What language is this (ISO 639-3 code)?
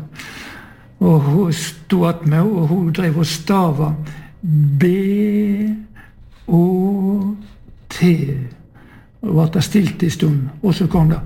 nor